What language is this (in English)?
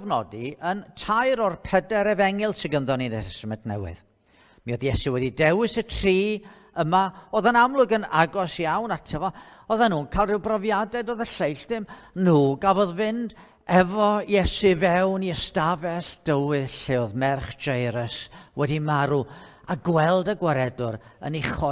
Welsh